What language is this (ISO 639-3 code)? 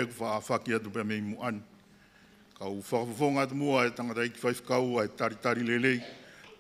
ton